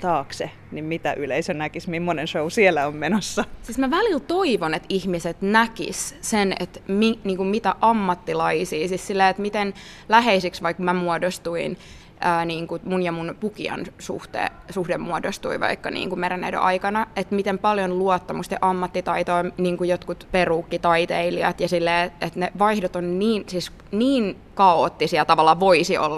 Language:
Finnish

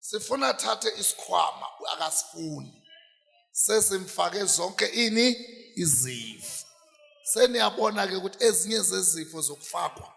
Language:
Zulu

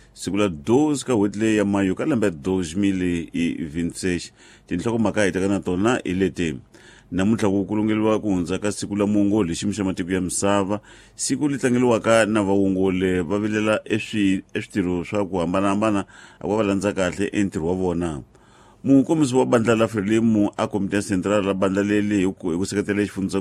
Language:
Tsonga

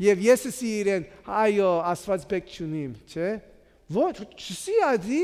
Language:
Armenian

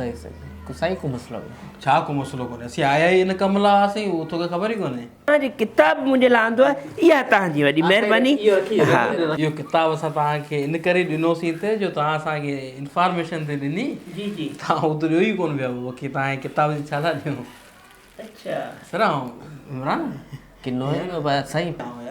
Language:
Sindhi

